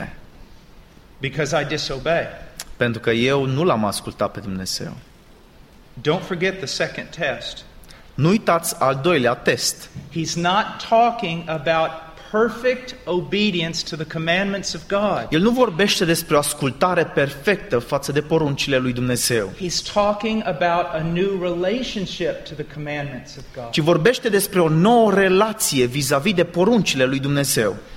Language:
Romanian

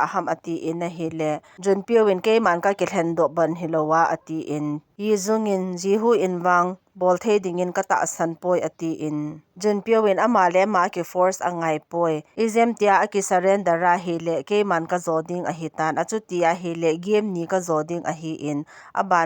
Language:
Thado Chin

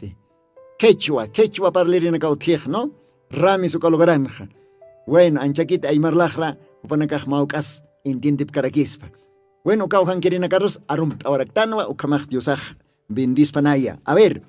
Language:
Aymara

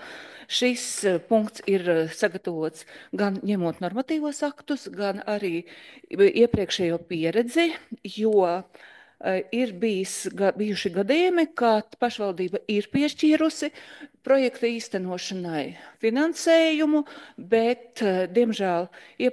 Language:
Latvian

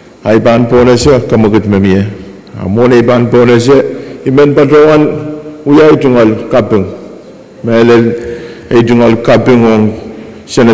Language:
Pohnpeian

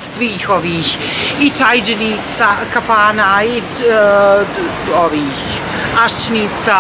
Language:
Bosnian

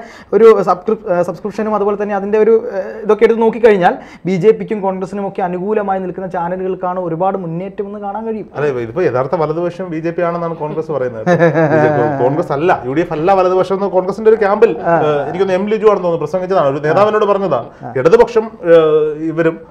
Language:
Malayalam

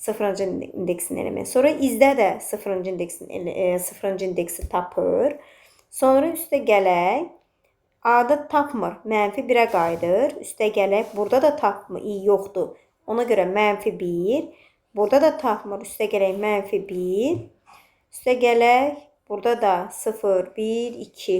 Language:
Azerbaijani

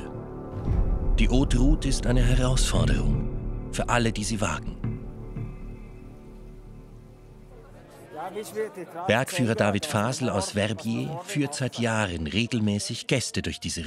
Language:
German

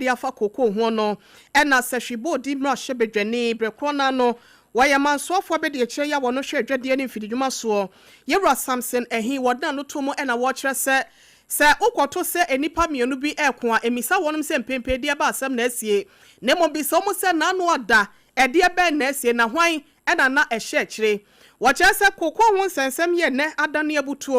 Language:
Akan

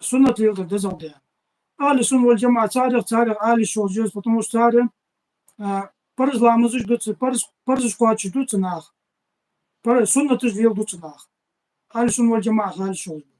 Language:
Ingush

